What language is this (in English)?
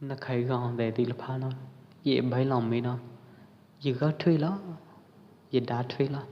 Pwo Eastern Karen